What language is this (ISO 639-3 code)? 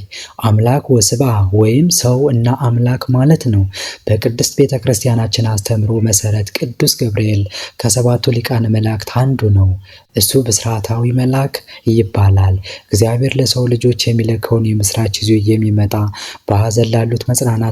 amh